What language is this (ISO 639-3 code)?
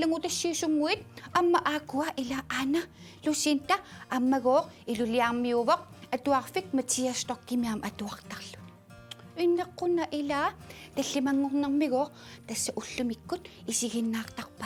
kal